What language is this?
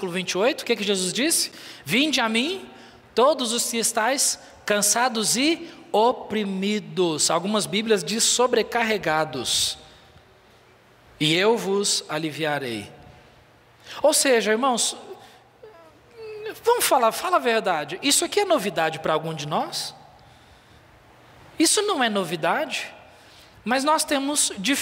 Portuguese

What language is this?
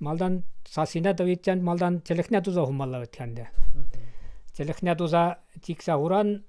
Chuvash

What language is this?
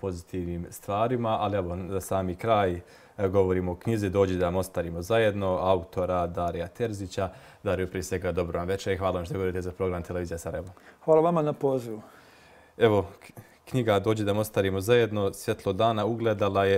Bosnian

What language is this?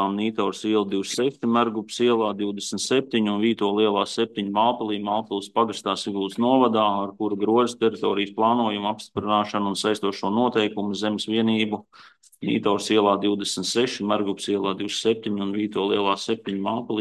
Latvian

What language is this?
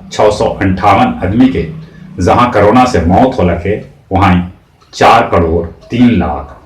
Magahi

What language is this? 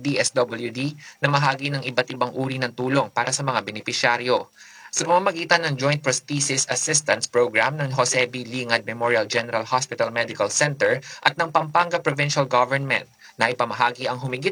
Filipino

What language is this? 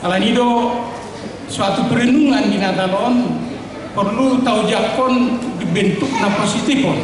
Batak Toba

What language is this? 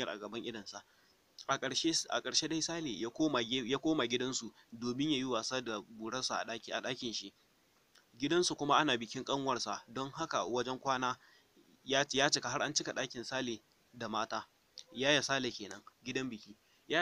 Hausa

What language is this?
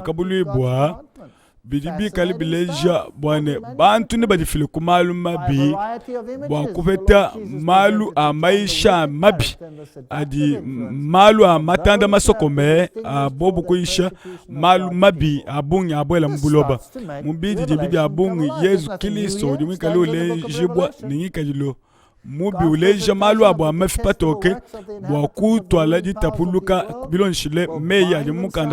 Luba-Lulua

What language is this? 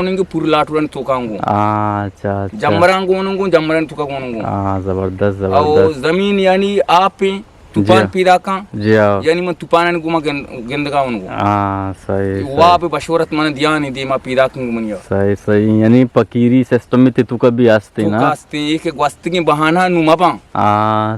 Eastern Balochi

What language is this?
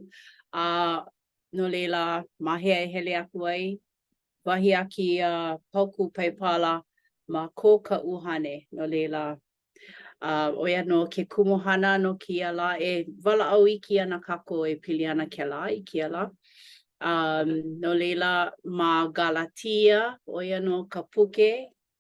Hawaiian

